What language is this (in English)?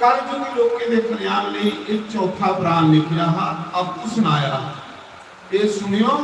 Dogri